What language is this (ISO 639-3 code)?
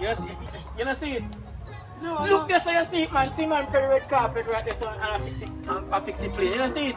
jam